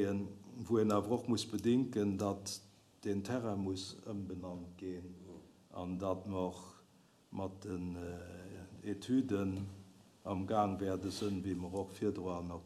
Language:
Luxembourgish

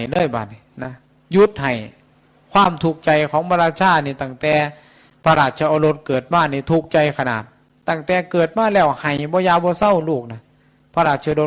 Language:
Northeastern Thai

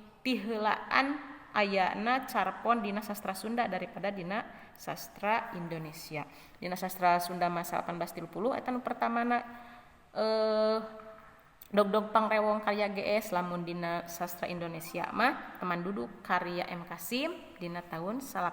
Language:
Sundanese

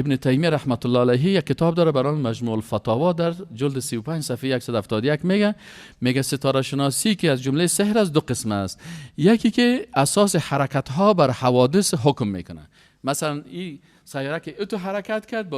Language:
Persian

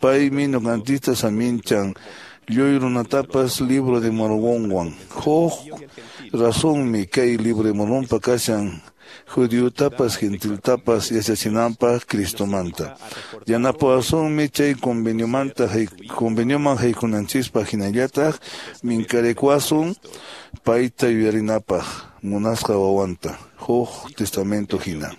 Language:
Quechua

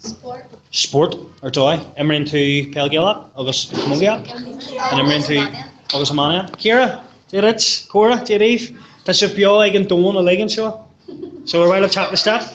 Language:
Irish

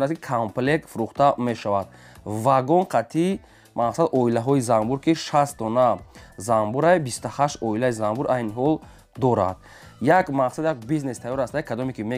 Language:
Tajik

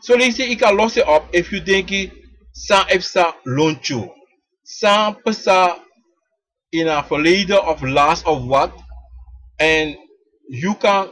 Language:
Sranan Tongo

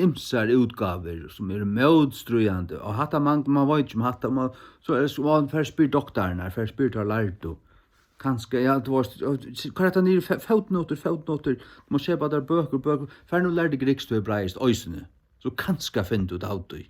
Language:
Faroese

